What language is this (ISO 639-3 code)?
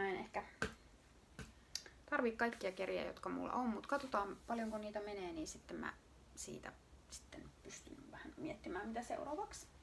fin